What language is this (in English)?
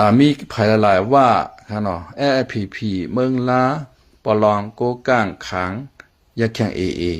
Shan